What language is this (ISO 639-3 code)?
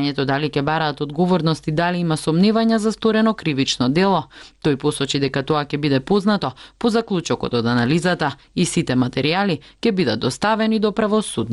mkd